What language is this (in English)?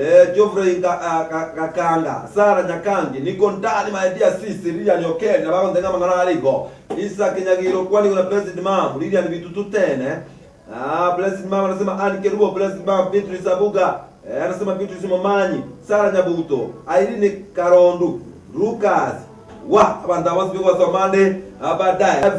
Gusii